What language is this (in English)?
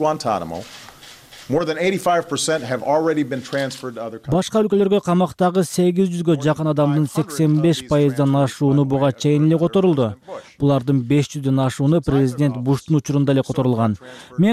Kyrgyz